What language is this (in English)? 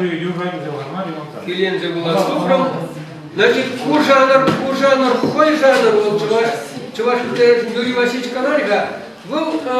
Chuvash